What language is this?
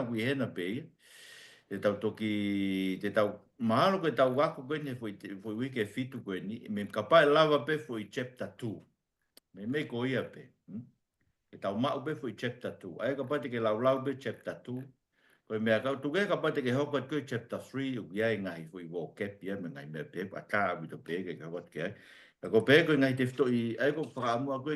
Tongan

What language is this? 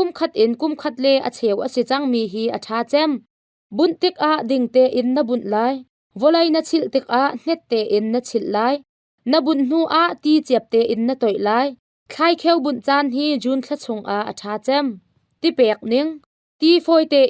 Hakha Chin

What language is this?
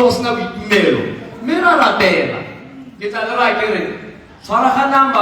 Tswana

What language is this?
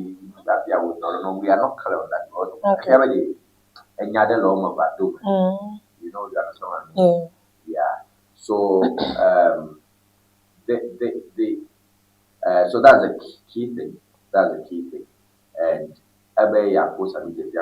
Ewe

